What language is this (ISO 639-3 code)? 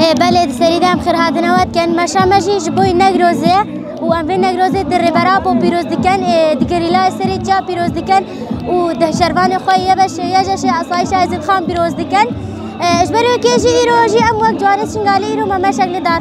kur